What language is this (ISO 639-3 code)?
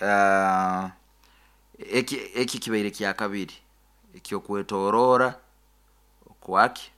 nyo